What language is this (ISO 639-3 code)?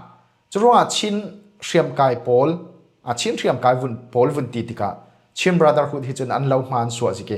cfm